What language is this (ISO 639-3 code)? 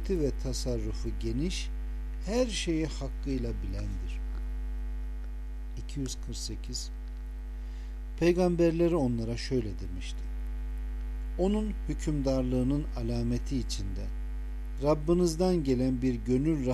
tur